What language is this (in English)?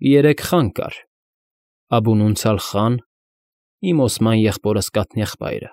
Armenian